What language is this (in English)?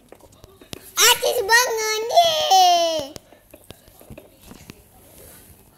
Malay